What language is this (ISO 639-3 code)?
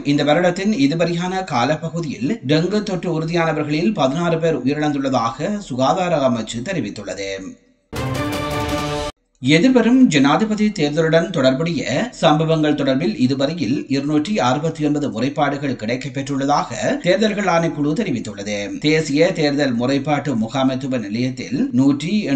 tam